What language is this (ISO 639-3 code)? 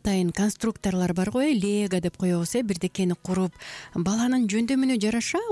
kir